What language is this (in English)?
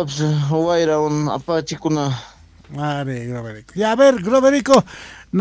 South Bolivian Quechua